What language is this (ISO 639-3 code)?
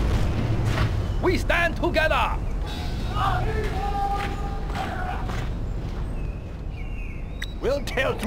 eng